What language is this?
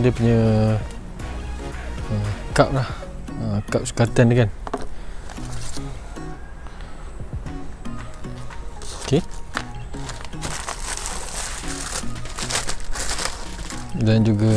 Malay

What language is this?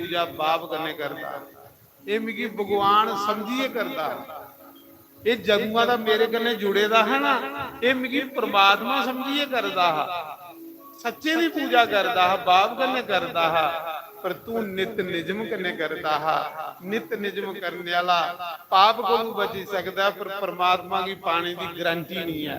Dogri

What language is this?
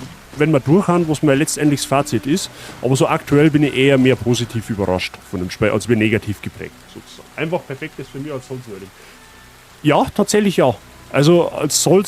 Bavarian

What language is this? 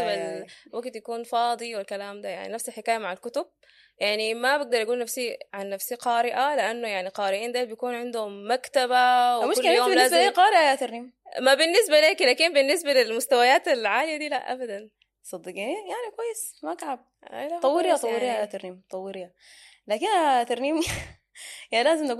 Sudanese Arabic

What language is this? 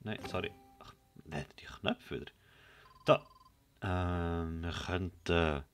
Swiss German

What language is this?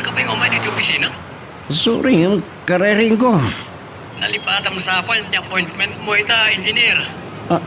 Iloko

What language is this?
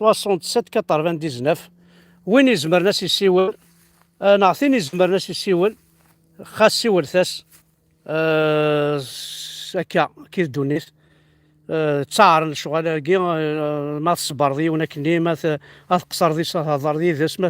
Kabyle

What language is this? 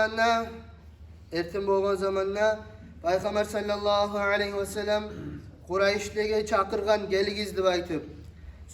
Kumyk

